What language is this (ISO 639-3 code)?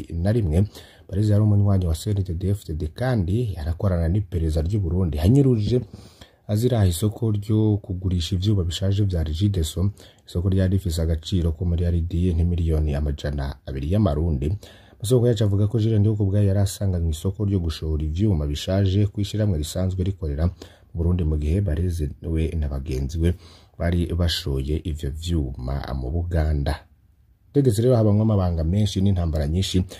run